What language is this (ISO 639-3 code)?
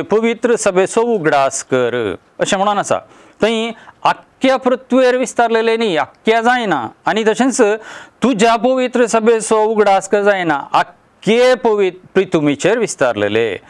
kok